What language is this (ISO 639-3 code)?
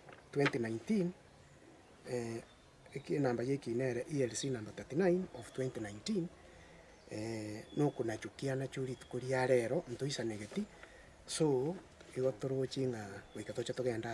guz